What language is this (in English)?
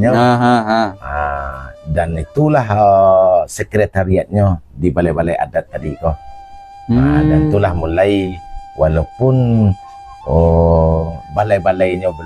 Minangkabau